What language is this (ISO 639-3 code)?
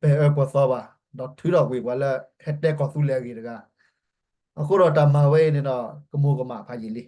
ksw